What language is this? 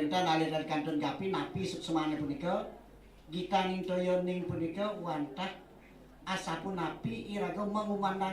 Balinese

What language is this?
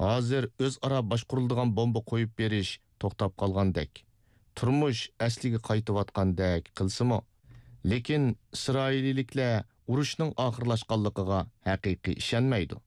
Uyghur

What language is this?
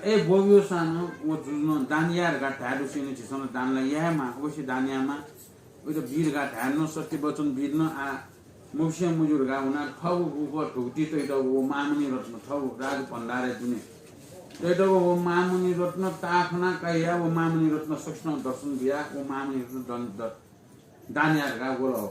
Newari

